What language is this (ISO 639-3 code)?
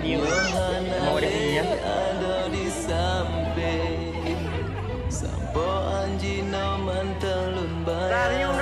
ace